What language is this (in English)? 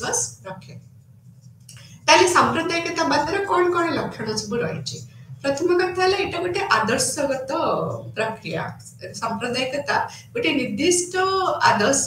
Odia